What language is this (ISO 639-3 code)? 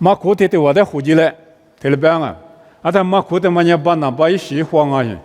lis